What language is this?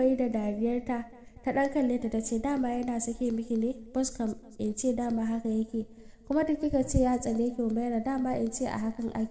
Hausa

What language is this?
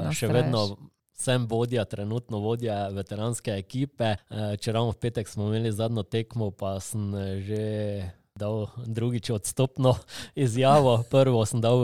Slovenian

